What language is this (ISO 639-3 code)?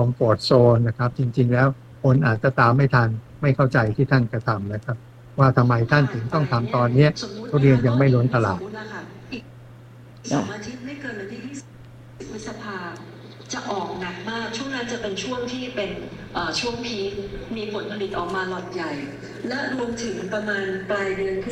tha